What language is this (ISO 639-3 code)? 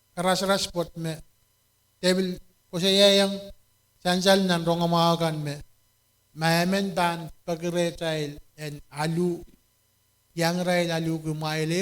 pon